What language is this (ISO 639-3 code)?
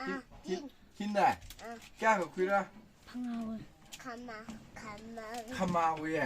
nmf